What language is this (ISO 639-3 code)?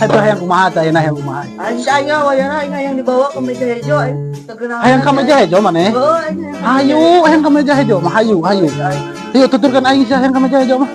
sun